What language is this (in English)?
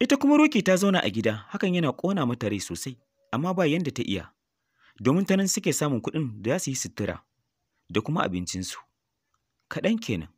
Hausa